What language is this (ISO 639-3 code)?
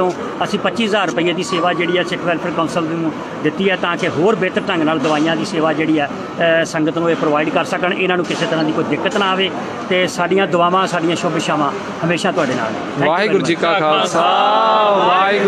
pan